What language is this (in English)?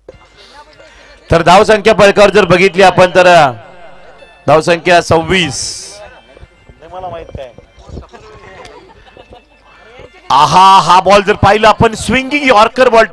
Marathi